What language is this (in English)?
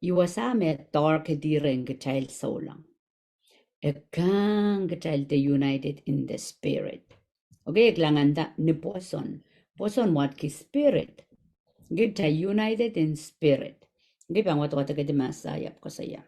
Pohnpeian